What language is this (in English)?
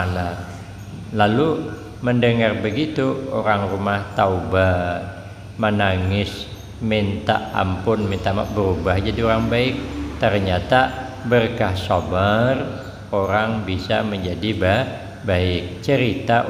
Banjar